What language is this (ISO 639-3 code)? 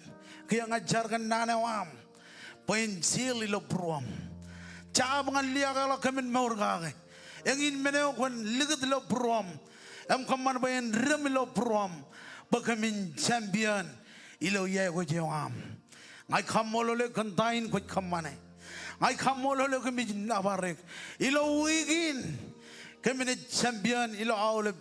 mah